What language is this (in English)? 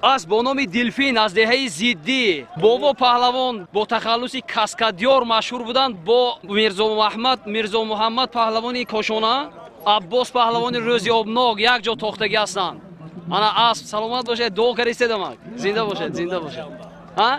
Tajik